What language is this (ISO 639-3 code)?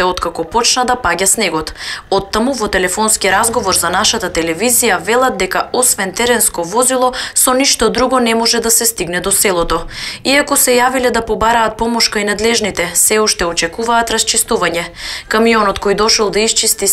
mkd